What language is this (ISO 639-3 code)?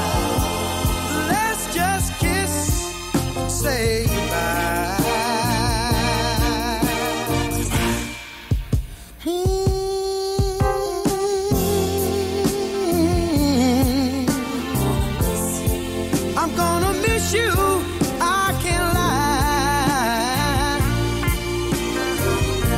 eng